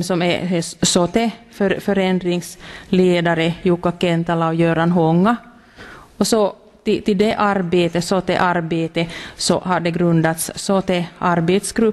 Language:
Swedish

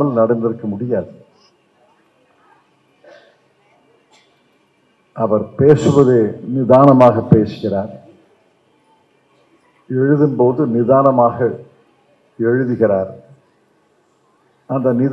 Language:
Tamil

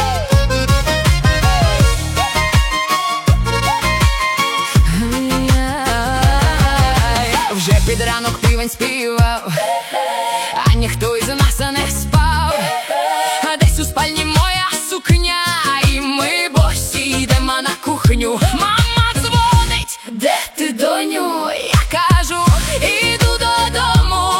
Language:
Ukrainian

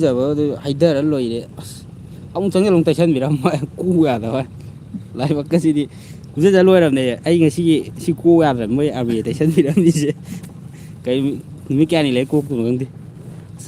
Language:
Manipuri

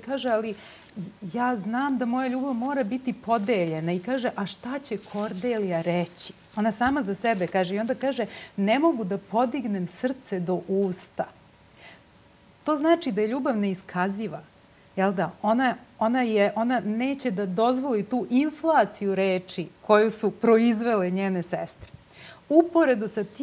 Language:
Serbian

